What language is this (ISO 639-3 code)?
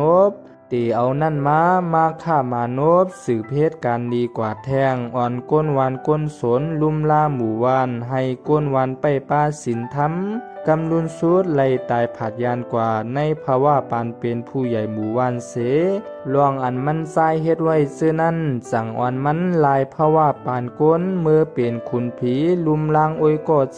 shn